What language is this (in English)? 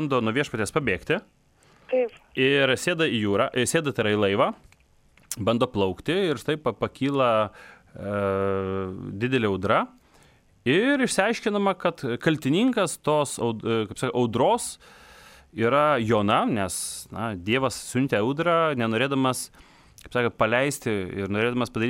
Lithuanian